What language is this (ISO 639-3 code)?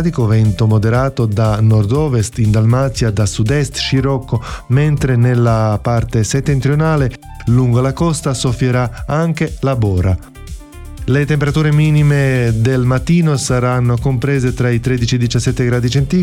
ita